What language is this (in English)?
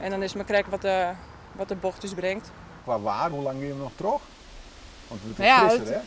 Western Frisian